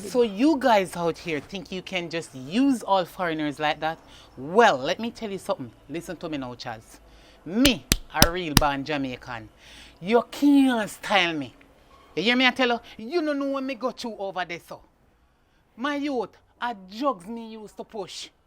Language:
Jamaican Creole English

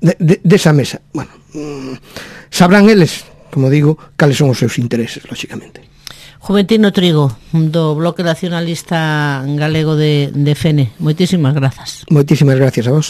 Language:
Galician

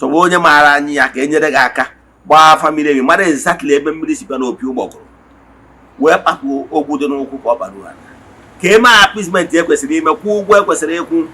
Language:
Igbo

